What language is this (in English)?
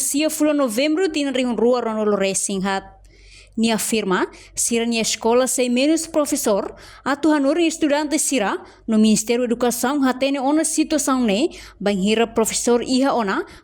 Tetum